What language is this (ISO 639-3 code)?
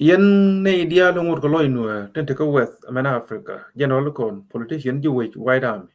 nus